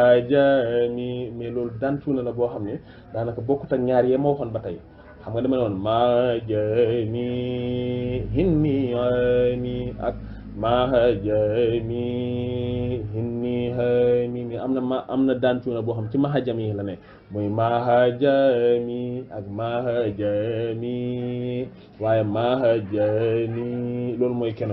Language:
Wolof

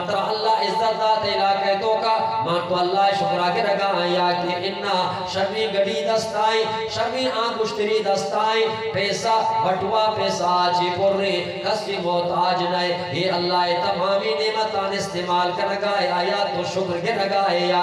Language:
Eastern Balochi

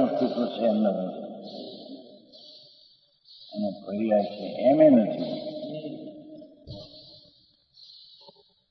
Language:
Gujarati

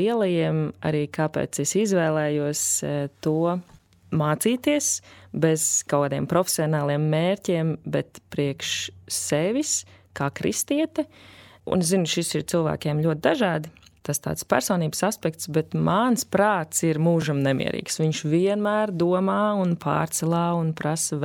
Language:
Latvian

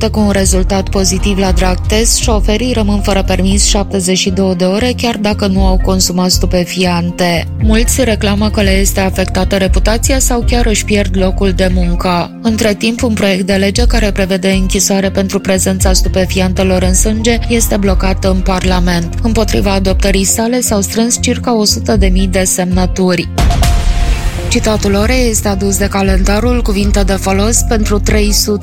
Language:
Romanian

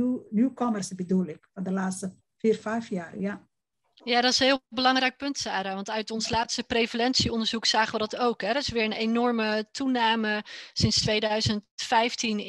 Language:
Dutch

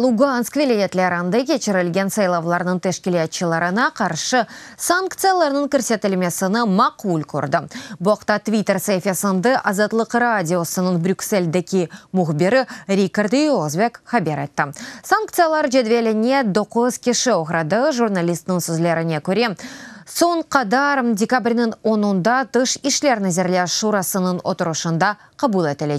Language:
Crimean Tatar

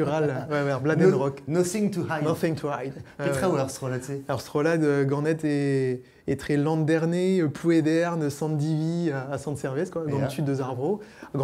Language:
Breton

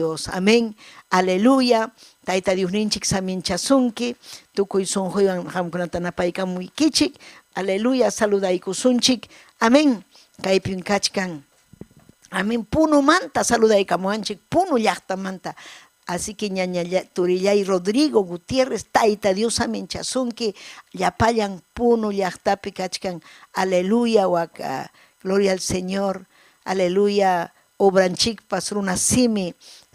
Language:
Ayacucho Quechua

